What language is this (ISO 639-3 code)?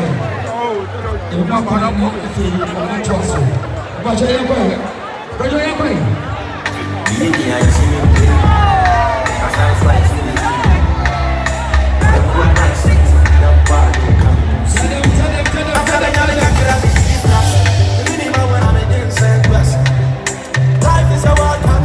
eng